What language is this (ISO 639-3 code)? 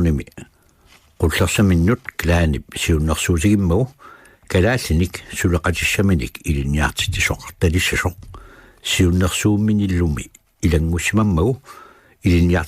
kal